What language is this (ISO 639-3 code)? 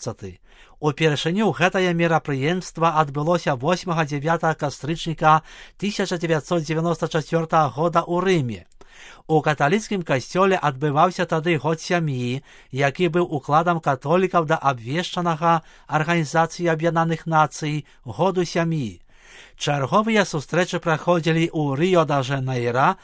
bel